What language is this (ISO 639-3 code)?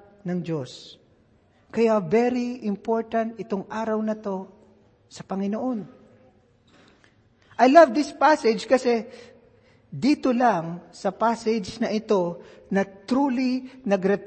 fil